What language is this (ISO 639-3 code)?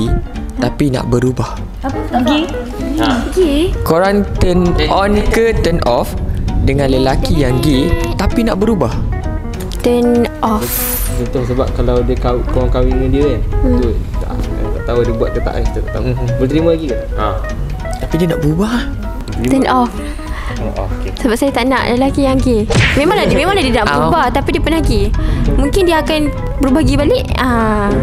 msa